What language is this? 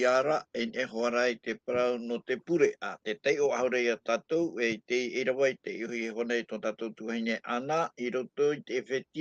Tahitian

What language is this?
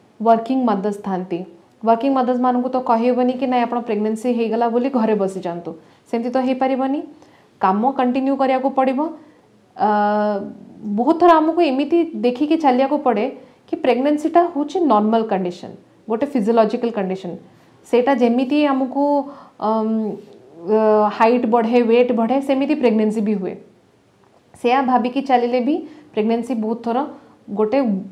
Odia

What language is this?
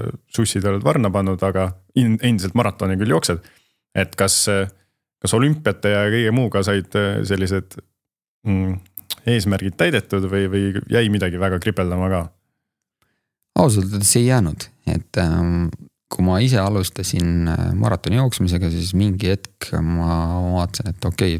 Estonian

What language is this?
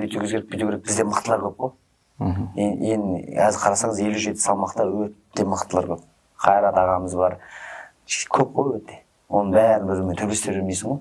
Kazakh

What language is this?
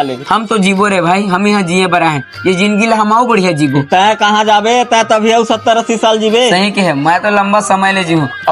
Chhattisgarhi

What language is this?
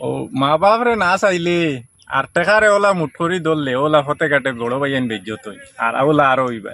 Sylheti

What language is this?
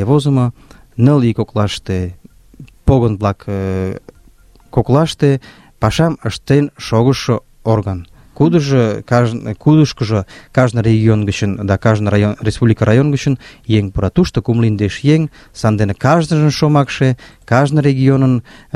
Mari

